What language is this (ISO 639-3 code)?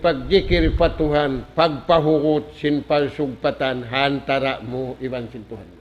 tsg